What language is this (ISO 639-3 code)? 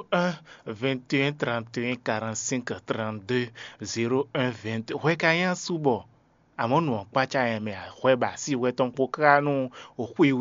fon